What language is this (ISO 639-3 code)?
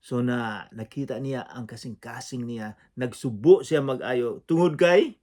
ceb